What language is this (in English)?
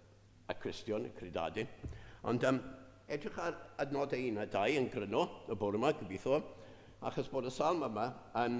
Welsh